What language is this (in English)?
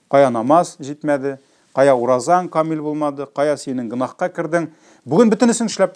Tatar